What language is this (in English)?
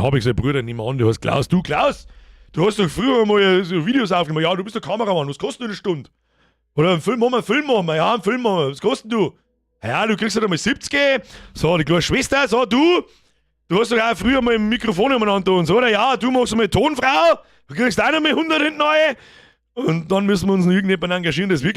Bavarian